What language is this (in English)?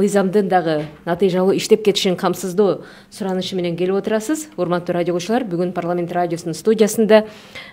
Kyrgyz